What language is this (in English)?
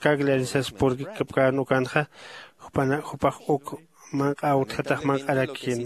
Aymara